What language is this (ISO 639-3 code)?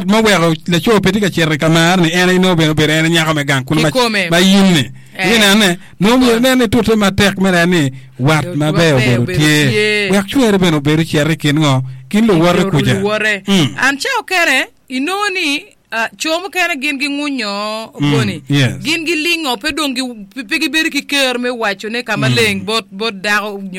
ach